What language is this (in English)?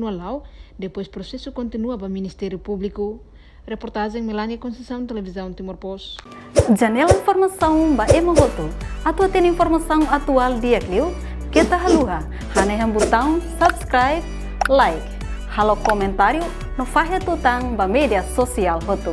Tetum